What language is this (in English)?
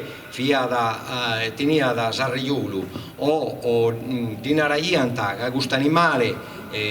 Sardinian